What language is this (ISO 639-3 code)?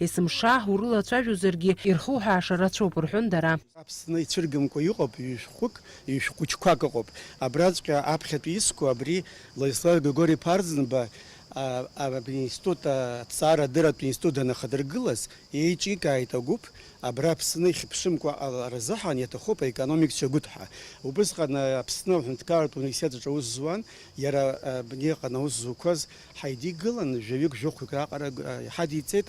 abk